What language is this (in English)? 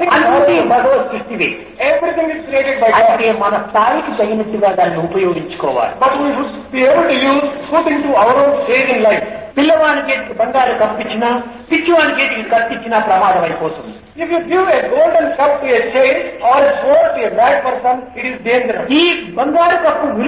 Telugu